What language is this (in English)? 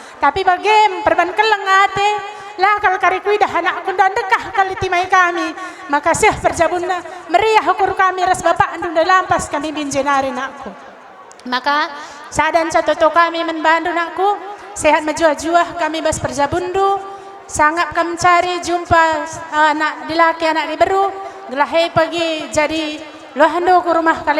Batak Karo